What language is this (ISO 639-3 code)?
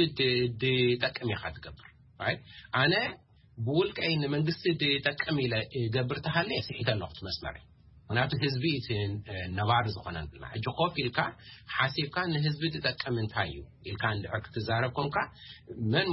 tir